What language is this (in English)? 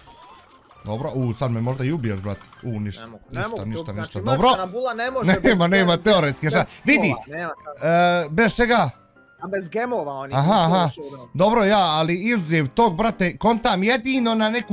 Bosnian